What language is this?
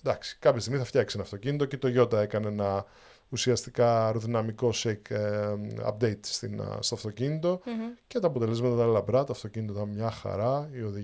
Greek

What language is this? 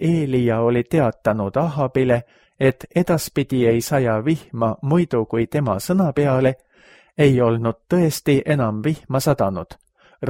Estonian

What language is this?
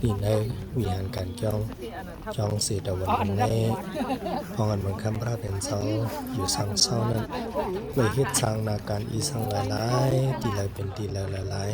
Shan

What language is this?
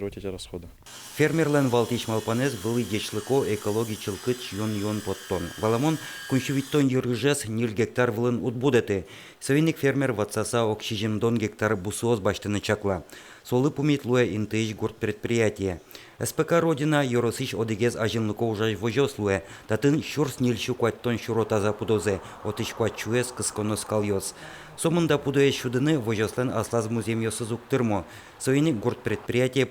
Udmurt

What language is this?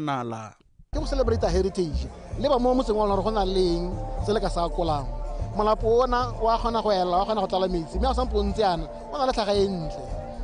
Tswana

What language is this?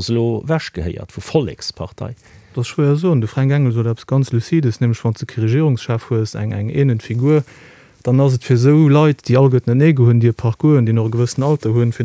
Luxembourgish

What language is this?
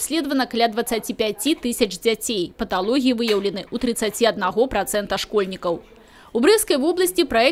Belarusian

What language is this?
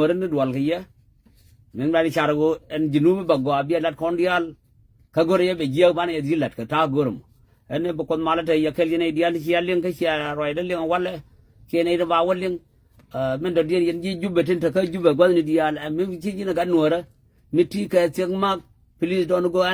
Nuer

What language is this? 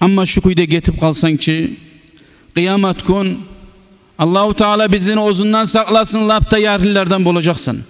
Kumyk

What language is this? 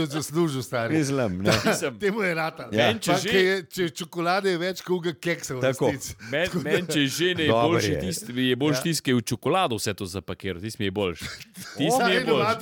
Slovenian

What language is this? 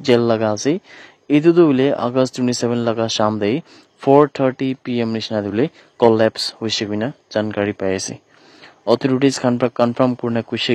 Naga Pidgin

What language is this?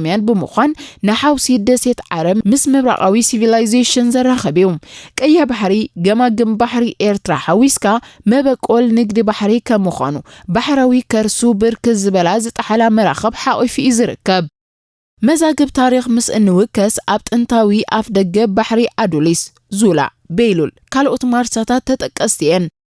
Tigrinya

